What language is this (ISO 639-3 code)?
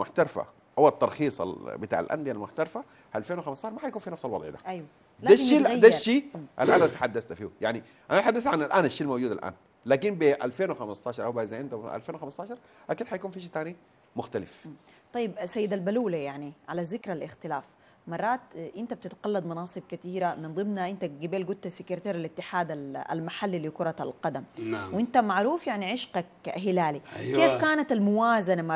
apd